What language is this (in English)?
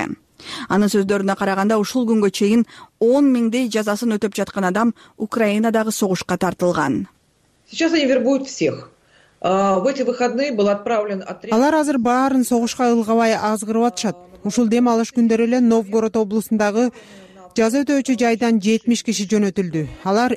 Kyrgyz